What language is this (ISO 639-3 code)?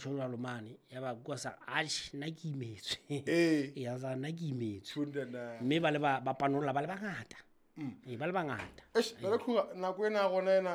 sot